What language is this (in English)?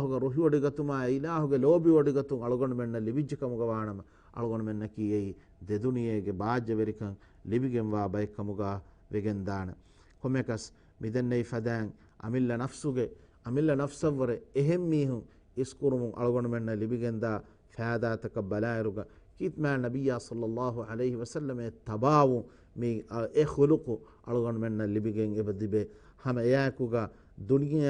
Divehi